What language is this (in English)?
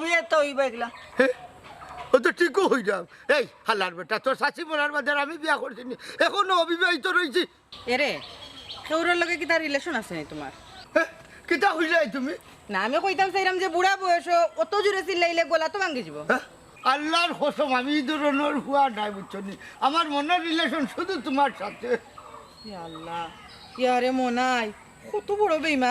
Sylheti